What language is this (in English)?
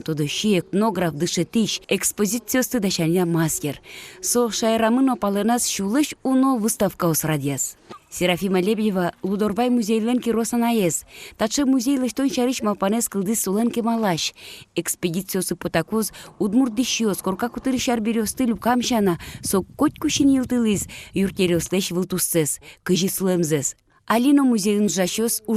Udmurt